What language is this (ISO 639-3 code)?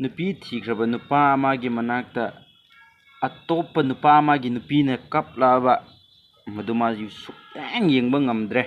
mni